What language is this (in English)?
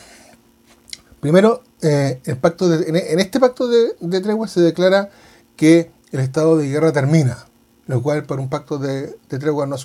Spanish